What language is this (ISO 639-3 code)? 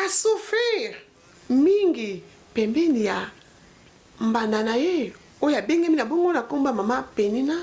lin